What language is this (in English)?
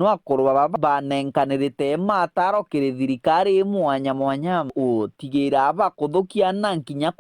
Meru